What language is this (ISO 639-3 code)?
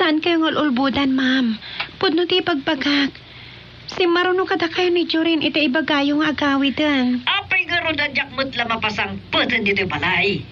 ilo